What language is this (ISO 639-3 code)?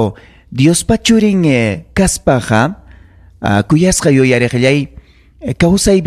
quy